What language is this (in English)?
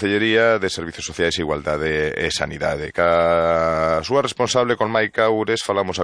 Galician